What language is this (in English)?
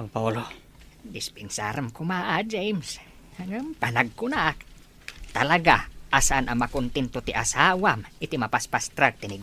Iloko